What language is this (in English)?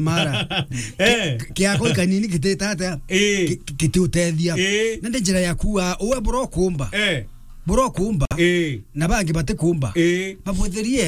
Meru